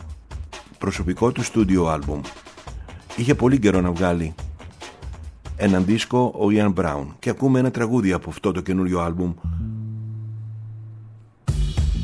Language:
Greek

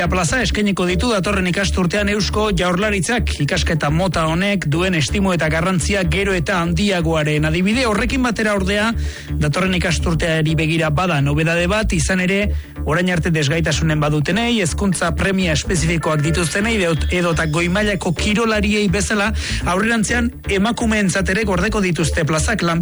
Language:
Basque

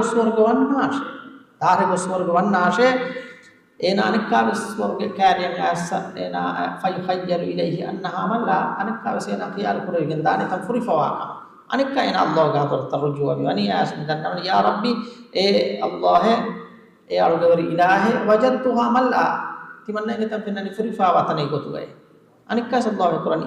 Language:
Divehi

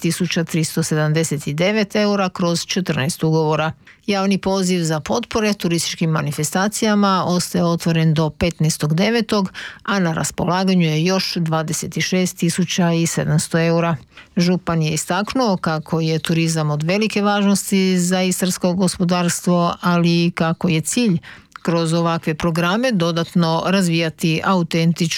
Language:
Croatian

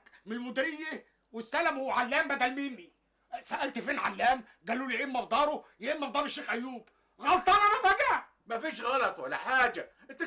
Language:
Egyptian Arabic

